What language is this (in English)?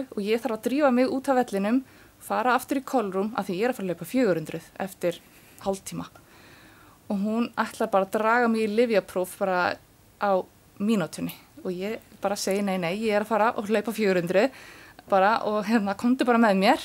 Icelandic